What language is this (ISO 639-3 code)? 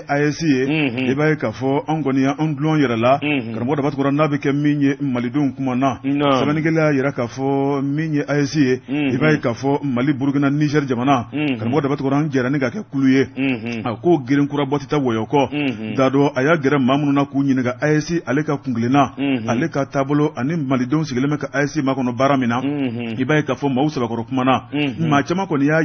bam